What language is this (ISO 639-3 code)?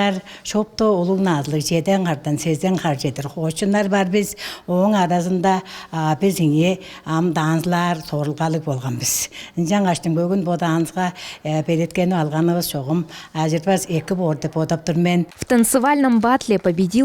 tyv